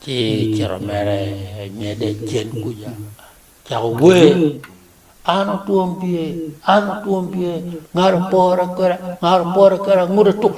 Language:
Acoli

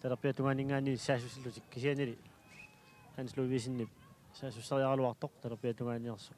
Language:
Kalaallisut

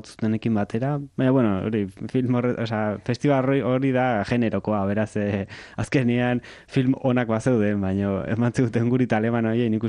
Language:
Basque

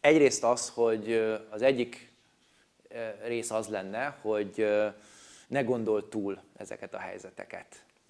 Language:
Hungarian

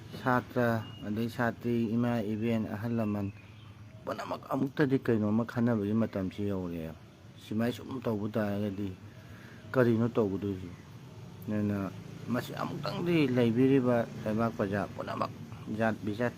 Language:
Manipuri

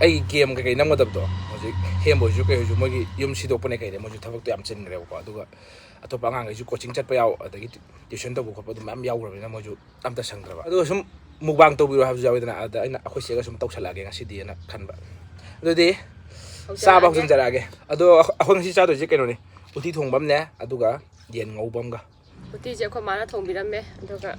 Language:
Manipuri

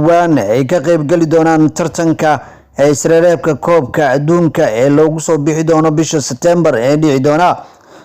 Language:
Somali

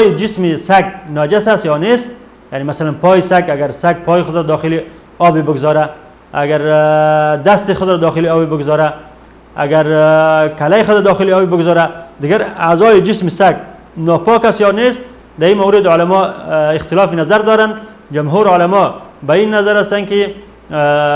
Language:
Persian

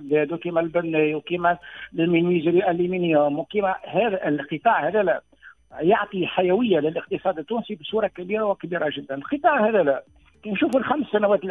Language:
Tunisian Arabic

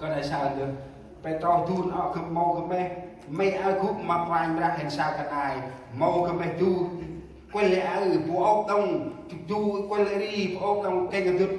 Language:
Central Mnong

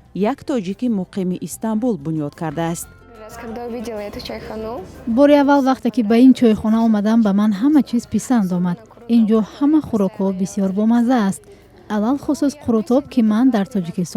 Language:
Tajik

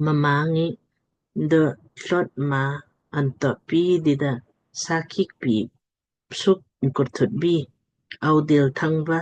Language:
Lamkang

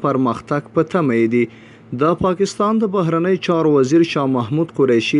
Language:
Pashto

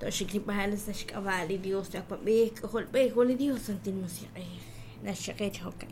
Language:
Kekchí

